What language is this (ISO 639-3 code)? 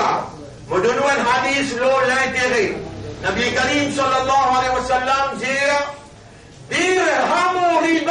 mfe